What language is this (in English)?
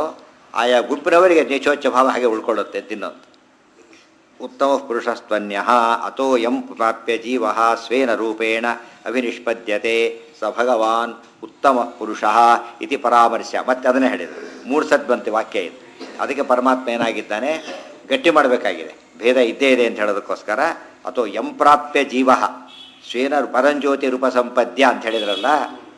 Kannada